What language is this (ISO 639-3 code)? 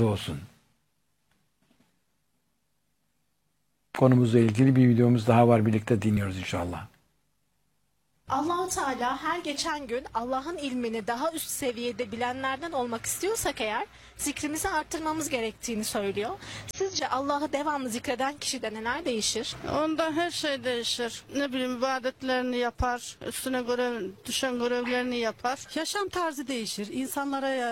tur